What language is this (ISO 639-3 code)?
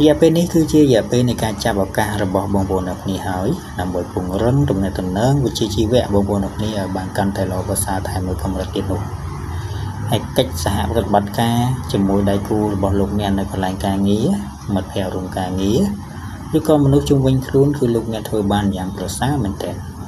khm